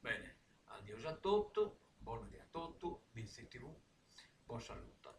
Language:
Sardinian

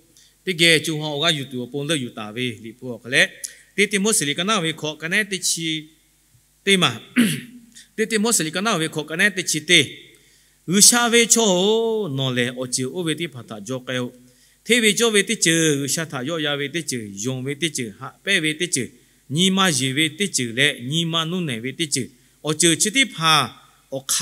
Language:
Lahu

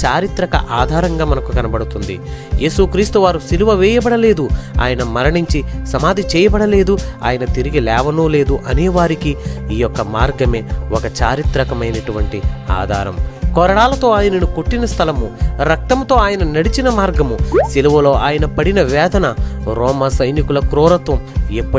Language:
Telugu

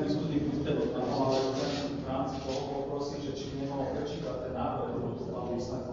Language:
Slovak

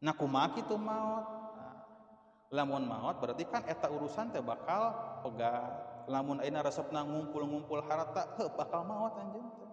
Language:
Sundanese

